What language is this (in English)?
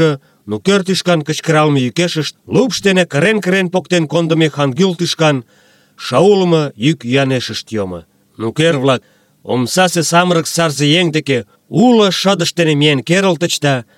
Mari